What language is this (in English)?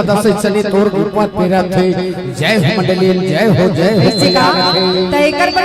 Chhattisgarhi